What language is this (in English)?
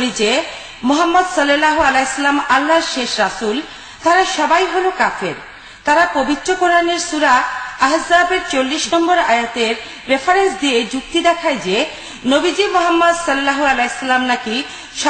Bangla